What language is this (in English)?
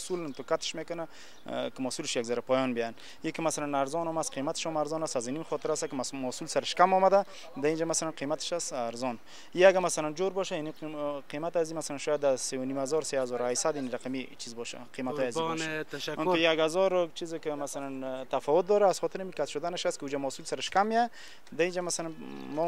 Persian